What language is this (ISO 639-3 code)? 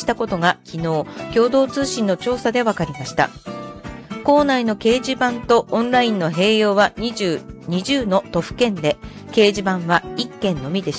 jpn